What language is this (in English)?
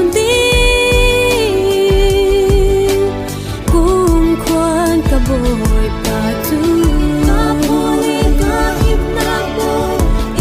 Falam Chin